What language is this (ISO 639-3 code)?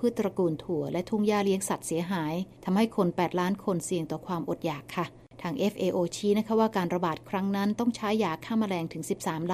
tha